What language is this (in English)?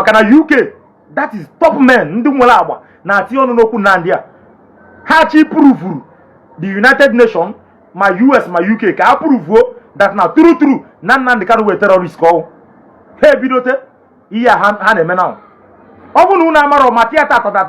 Igbo